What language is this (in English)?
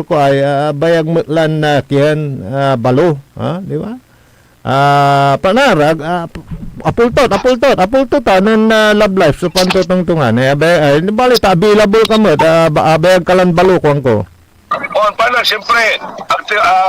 Pangasinan